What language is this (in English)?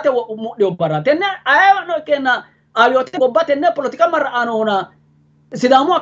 Sidamo